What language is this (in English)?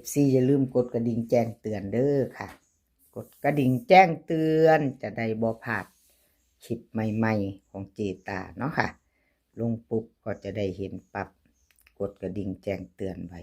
Northeastern Thai